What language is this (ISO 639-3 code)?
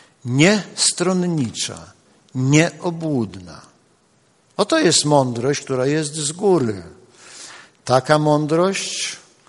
pol